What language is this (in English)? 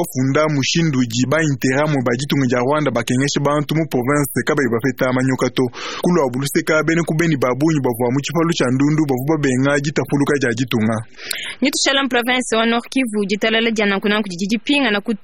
Luba-Lulua